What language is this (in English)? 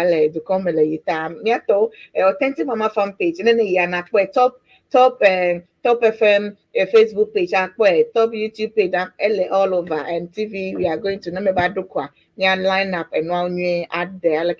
Ewe